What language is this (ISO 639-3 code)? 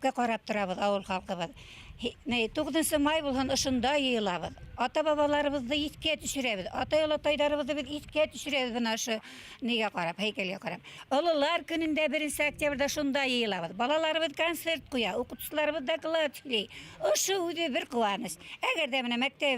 bak